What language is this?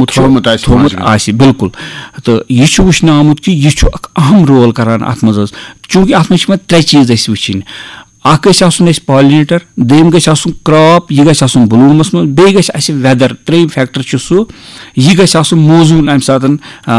Kashmiri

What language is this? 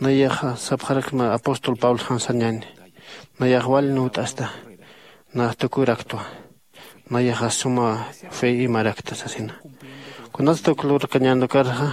Aymara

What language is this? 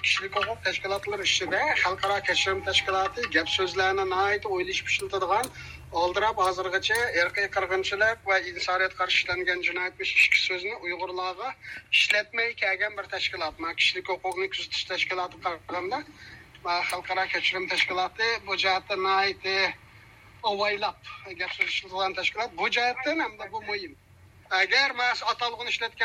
Uyghur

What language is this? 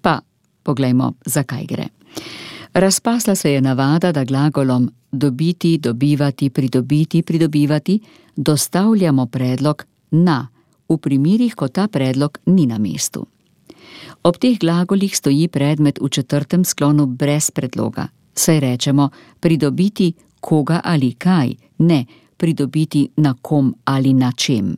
Slovenian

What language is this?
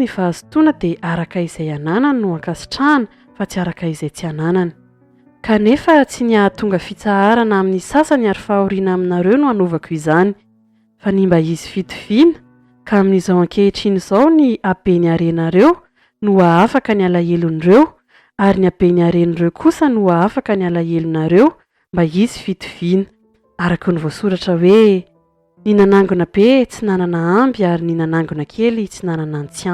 Malagasy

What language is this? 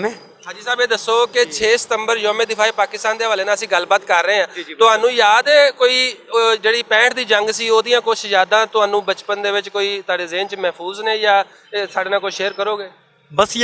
Western Panjabi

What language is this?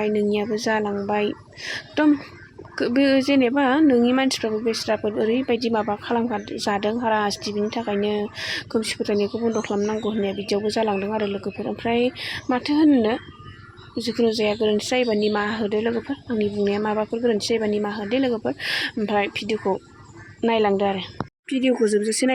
Bodo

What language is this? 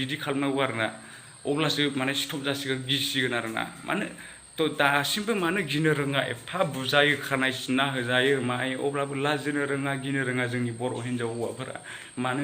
Bodo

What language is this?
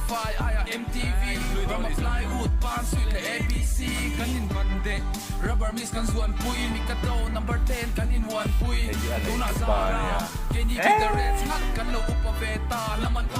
Mizo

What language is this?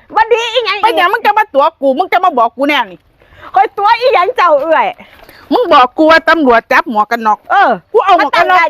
Northeastern Thai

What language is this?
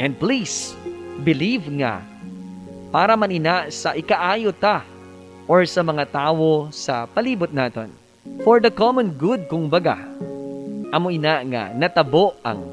Hiligaynon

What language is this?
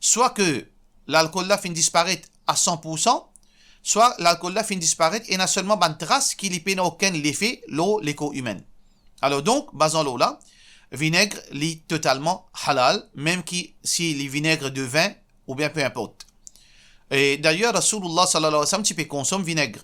Morisyen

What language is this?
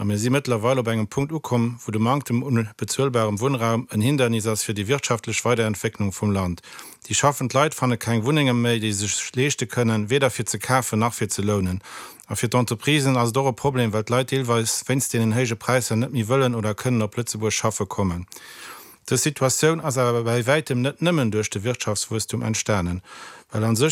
Luxembourgish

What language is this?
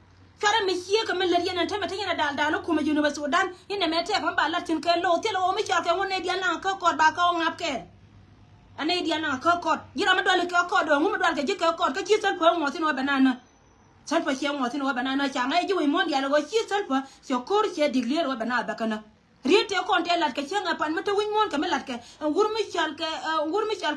Nuer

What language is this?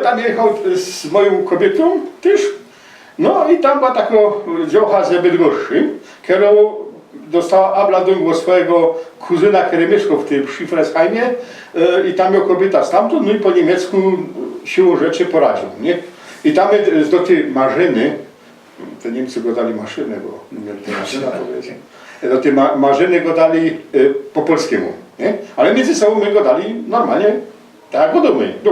Silesian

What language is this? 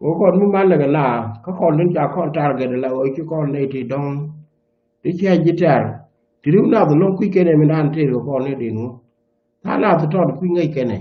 Nuer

